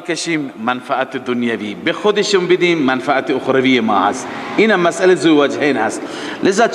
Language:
Persian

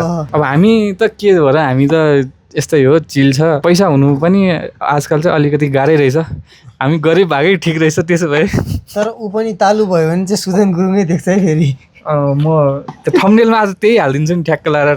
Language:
Nepali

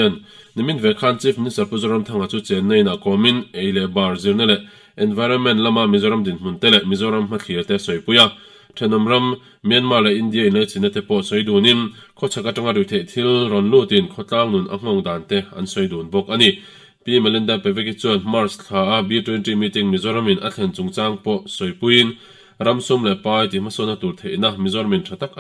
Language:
Mizo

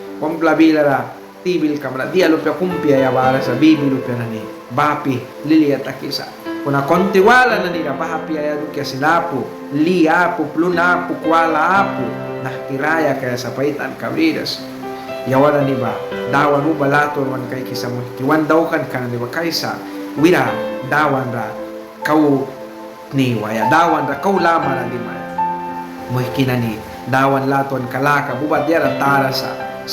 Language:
Mískito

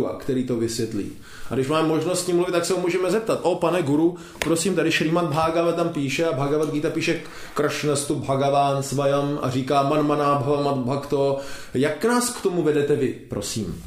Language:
Czech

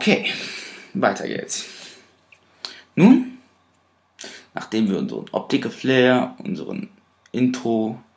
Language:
German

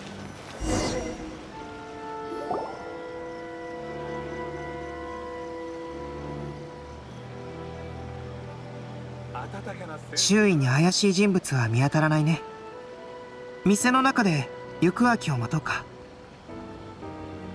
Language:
Japanese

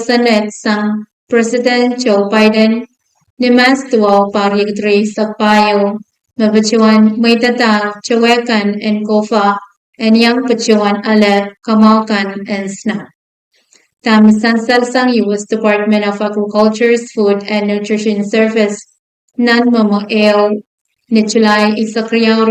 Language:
Pohnpeian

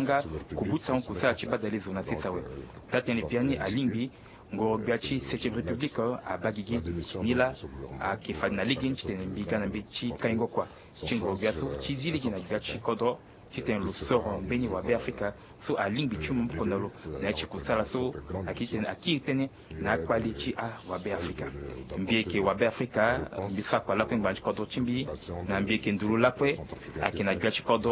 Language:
Sango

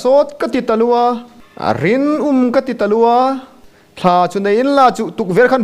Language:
Hmar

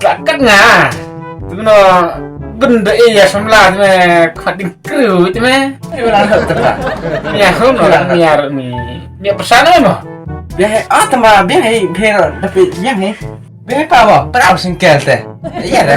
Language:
Khasi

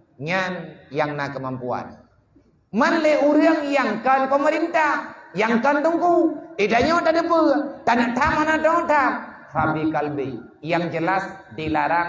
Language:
Achinese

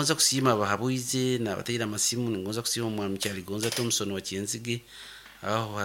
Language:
Nyoro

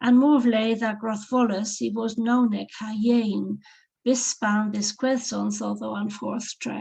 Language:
Cornish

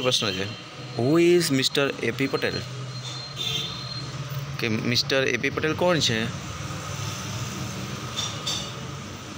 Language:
Gujarati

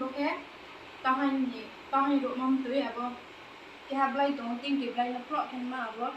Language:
Riang (India)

